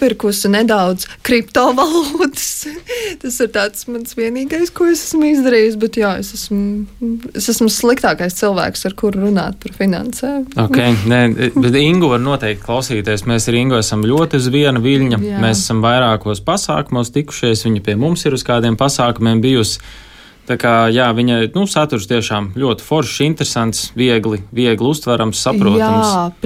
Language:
Latvian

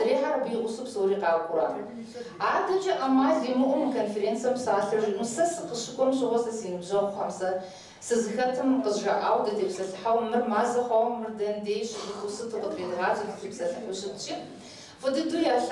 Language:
Kabardian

